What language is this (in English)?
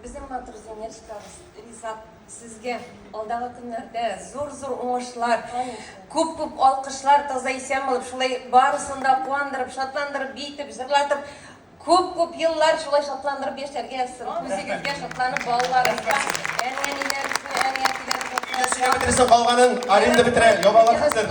Bashkir